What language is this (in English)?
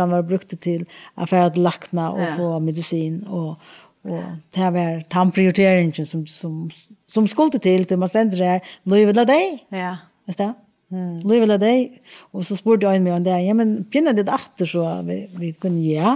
Faroese